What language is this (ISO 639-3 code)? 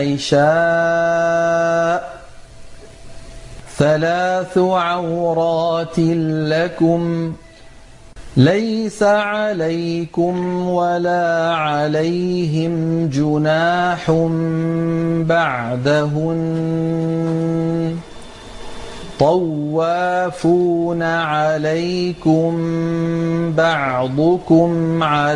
ara